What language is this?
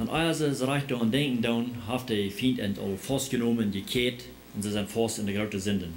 Plautdietsch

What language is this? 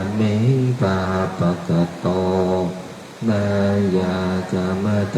Pali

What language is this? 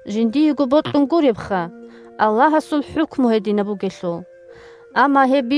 Avaric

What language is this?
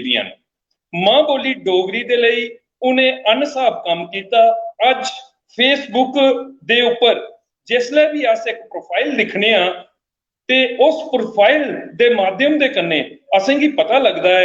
Dogri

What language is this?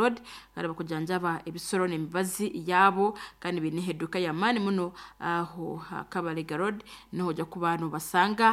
Nyoro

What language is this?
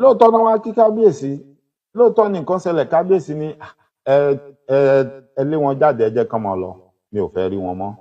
Yoruba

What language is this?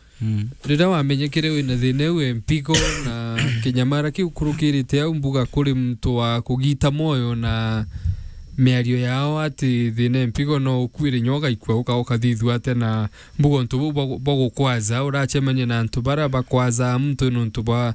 Meru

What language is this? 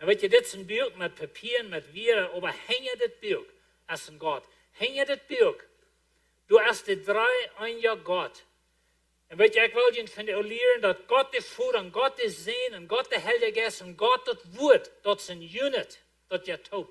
Plautdietsch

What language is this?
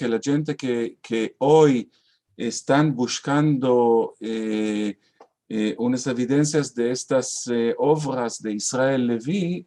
Ladino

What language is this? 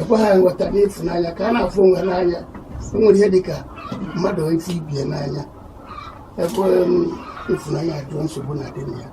Igbo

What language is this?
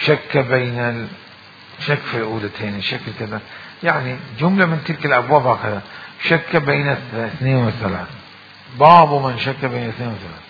Mesopotamian Arabic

